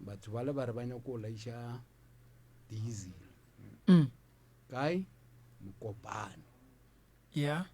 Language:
Northern Sotho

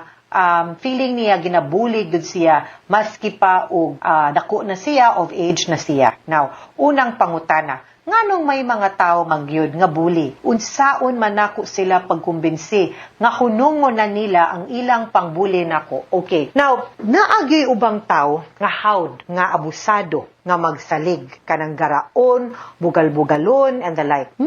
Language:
Cebuano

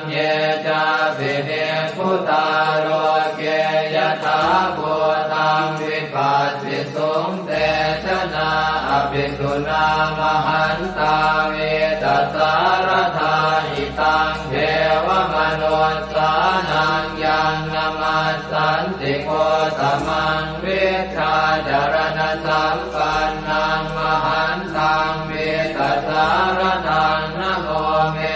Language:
Pali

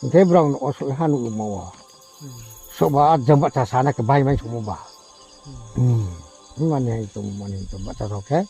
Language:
Riang (India)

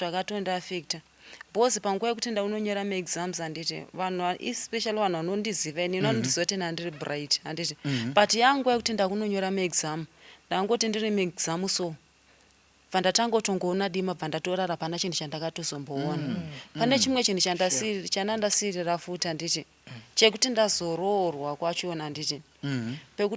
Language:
Shona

